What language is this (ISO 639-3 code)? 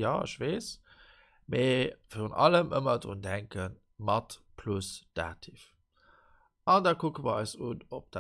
ltz